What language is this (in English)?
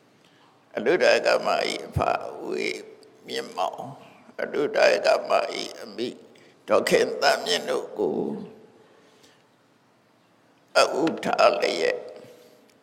Burmese